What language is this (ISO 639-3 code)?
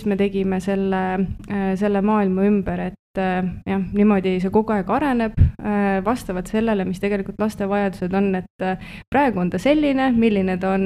est